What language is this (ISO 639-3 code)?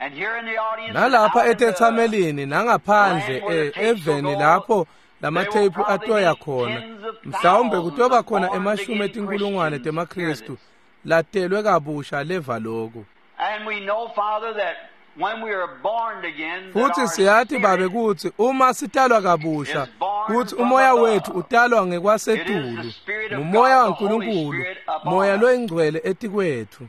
ssw